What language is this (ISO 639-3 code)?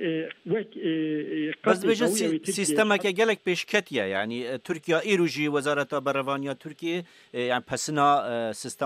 kur